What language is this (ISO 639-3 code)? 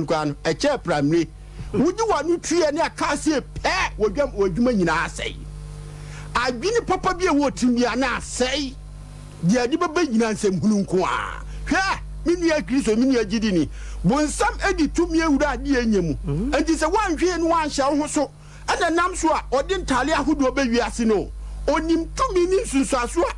aka